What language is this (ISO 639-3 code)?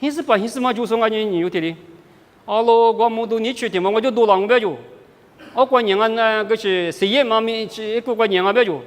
lis